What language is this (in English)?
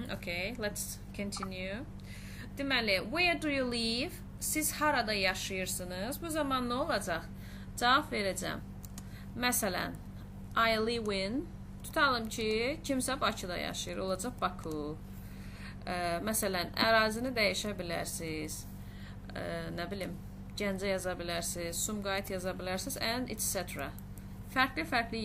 Azerbaijani